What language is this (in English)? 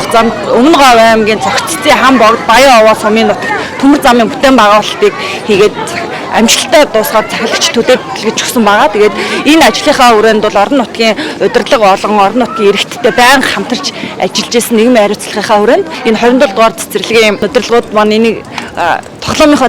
Mongolian